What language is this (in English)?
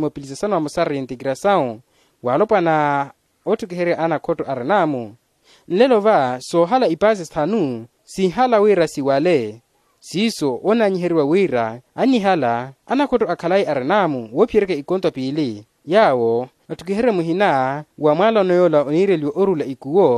Makhuwa